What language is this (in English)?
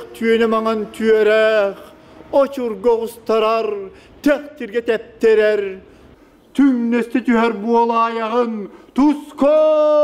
Yakut